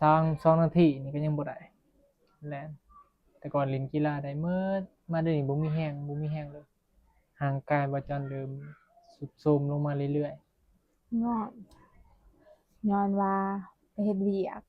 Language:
Northeastern Thai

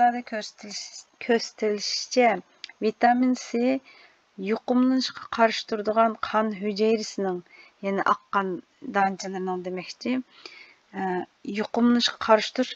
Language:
Uyghur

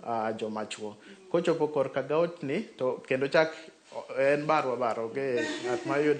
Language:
Luo (Kenya and Tanzania)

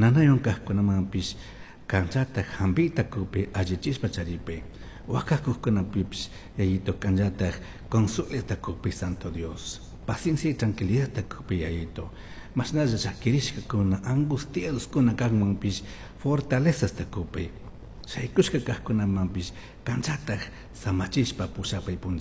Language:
Chimborazo Highland Quichua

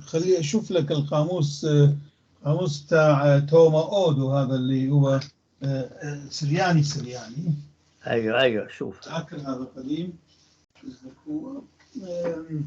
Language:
North Levantine Arabic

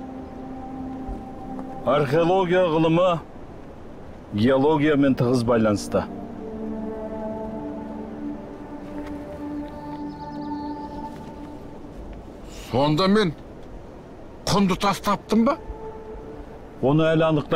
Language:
Kazakh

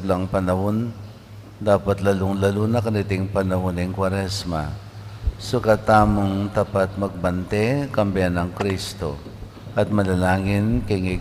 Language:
Pampanga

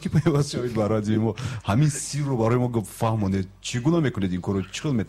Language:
Tajik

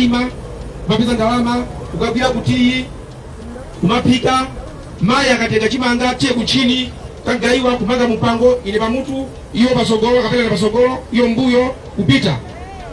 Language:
Nyanja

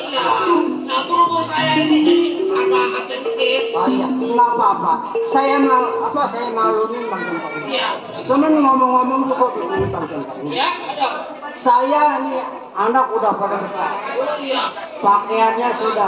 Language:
Betawi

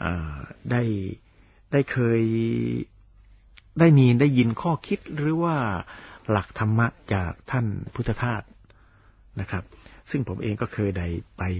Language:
Thai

